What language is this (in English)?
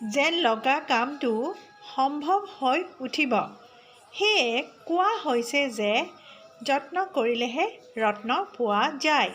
Assamese